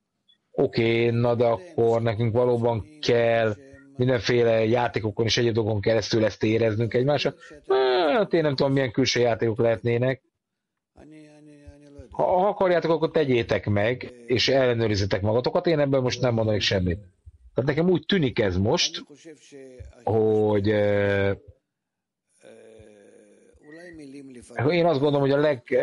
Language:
Hungarian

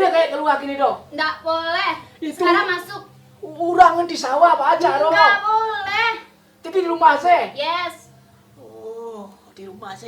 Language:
Minangkabau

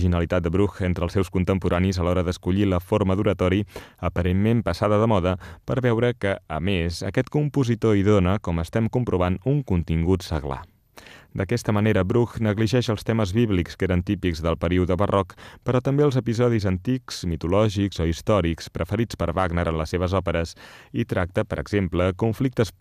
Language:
Catalan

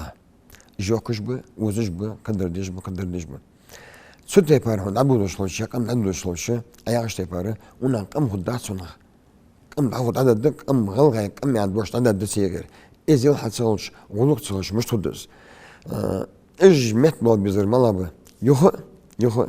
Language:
Ingush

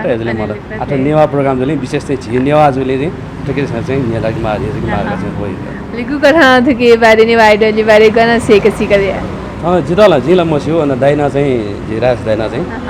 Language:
Newari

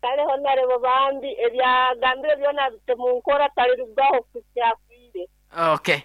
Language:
Nyankole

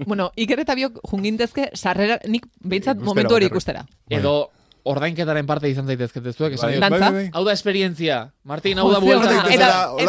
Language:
Basque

